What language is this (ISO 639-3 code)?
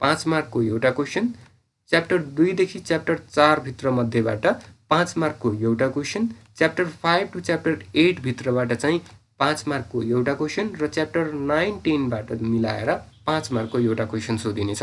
nep